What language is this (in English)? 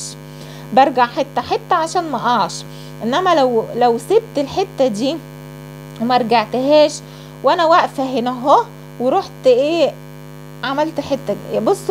Egyptian Arabic